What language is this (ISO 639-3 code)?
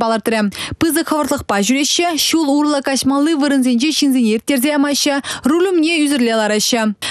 chv